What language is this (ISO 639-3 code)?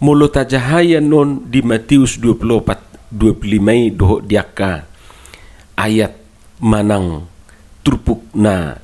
bbc